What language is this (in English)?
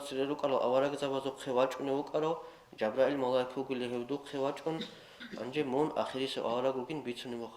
Avaric